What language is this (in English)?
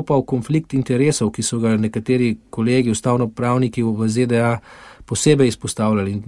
Slovenian